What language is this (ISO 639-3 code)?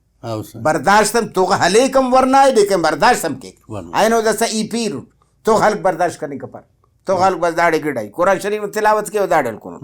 brh